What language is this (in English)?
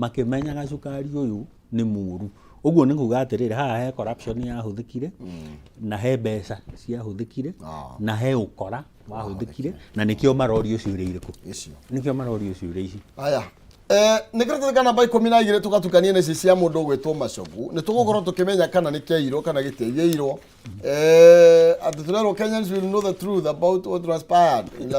Kikuyu